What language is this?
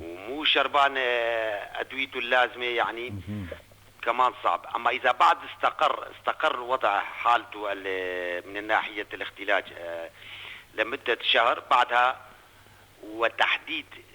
North Levantine Arabic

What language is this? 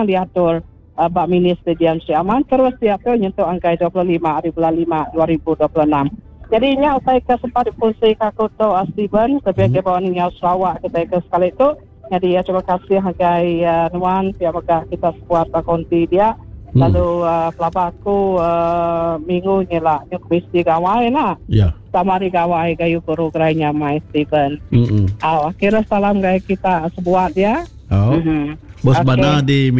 Iban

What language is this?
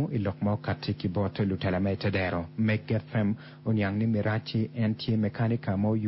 Acoli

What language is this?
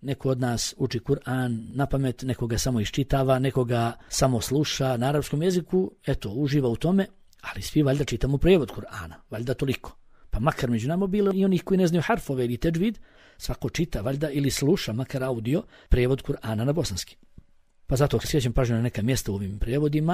Bosnian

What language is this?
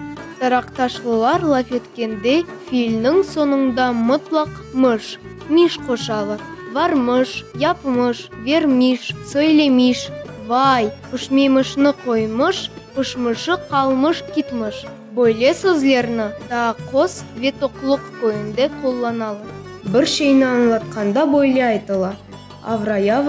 Crimean Tatar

